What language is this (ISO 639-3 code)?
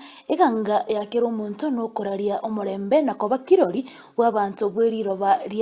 guz